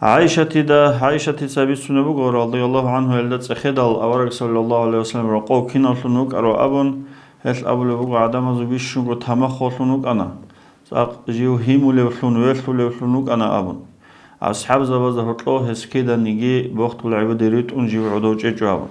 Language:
Avaric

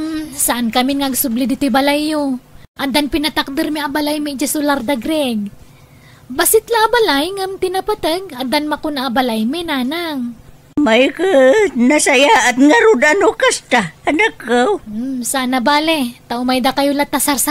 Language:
Iloko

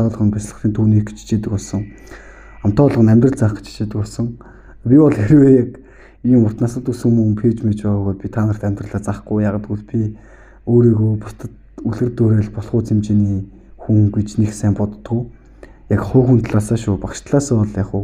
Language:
Mongolian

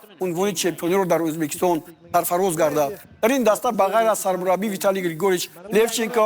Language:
Tajik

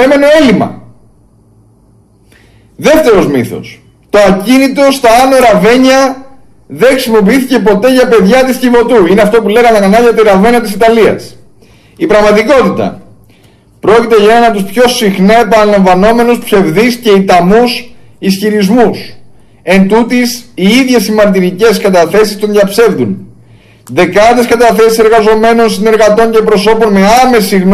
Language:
Greek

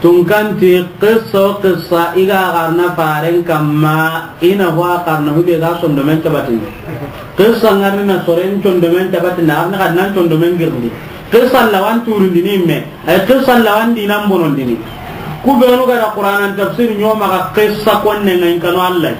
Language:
Soninke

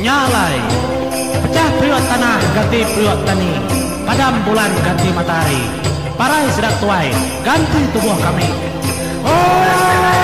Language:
Iban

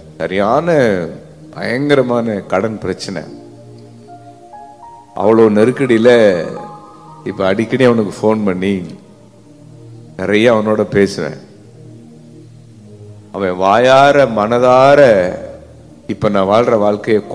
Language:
Tamil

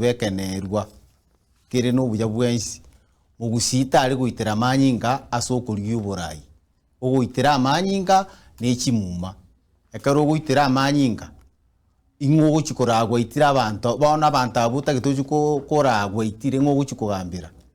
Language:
Gusii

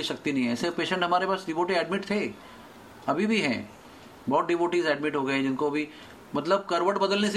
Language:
Hindi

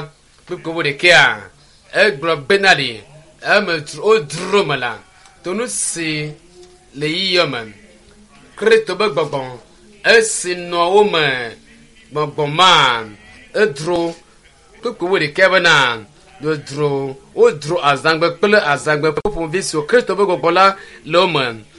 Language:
Ewe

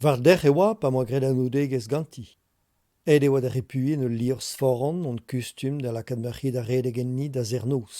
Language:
Breton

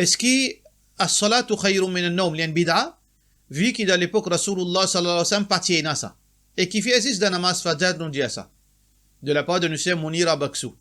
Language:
Morisyen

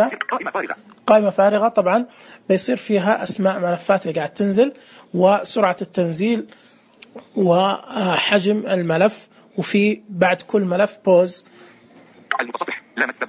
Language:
Najdi Arabic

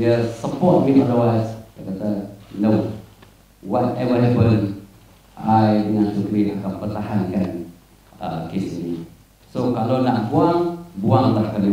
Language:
Malay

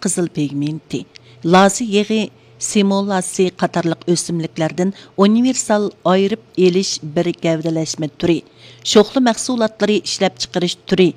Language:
Uyghur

